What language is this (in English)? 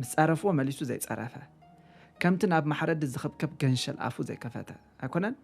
Tigrinya